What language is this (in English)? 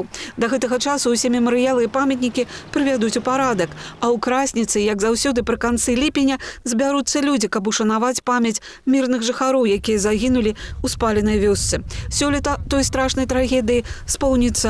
Belarusian